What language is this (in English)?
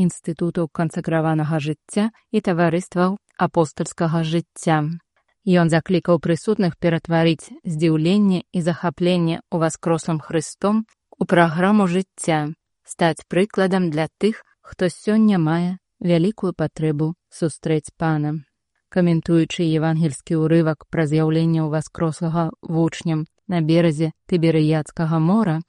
Belarusian